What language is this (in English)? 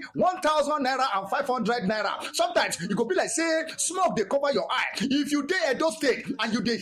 Nigerian Pidgin